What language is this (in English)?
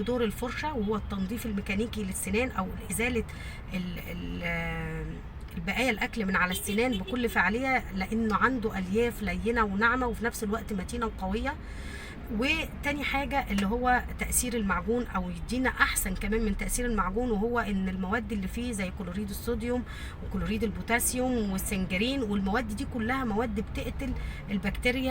Egyptian Arabic